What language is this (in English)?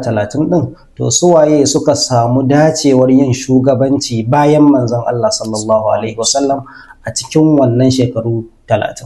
Hausa